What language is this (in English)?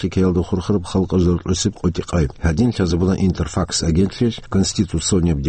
Avaric